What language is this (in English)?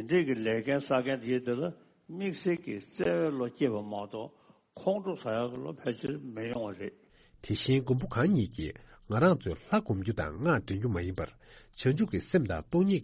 Tibetan